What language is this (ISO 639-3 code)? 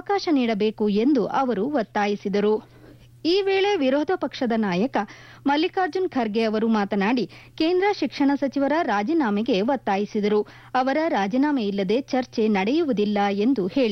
kan